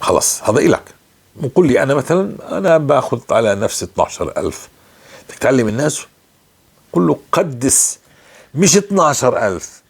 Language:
North Levantine Arabic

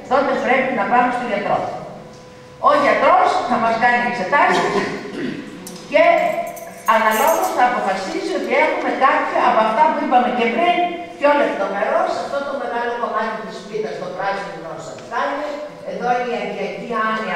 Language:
Greek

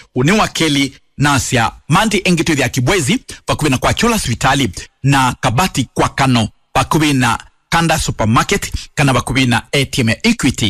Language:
Kamba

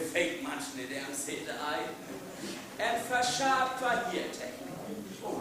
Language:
Northern Frisian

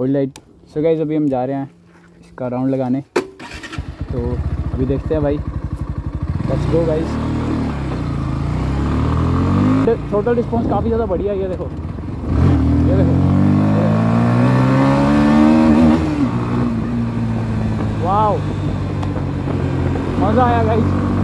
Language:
Hindi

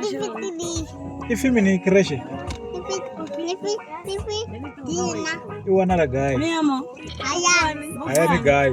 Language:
Venda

